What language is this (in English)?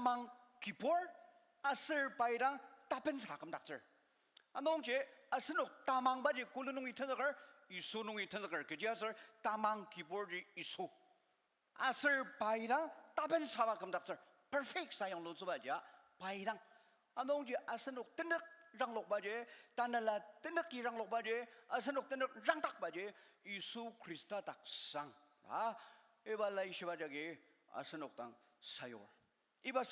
Ao Naga